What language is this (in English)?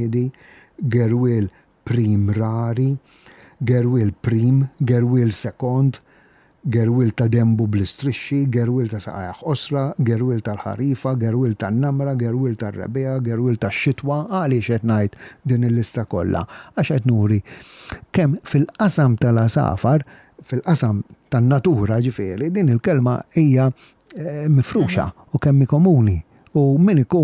Maltese